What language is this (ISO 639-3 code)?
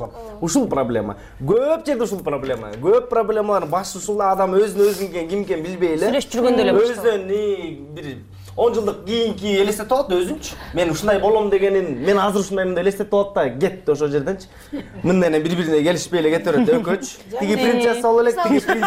kir